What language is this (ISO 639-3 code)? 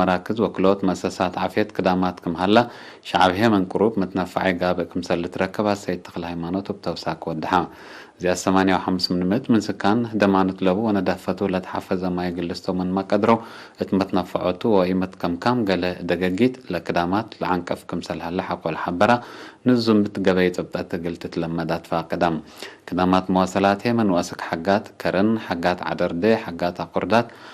tig